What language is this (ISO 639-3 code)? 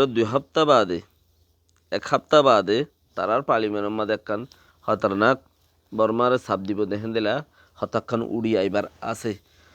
rhg